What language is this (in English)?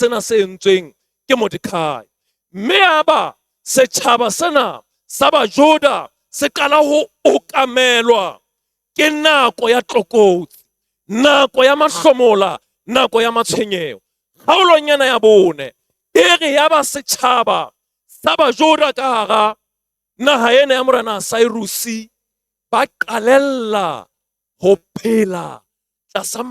Southern Sotho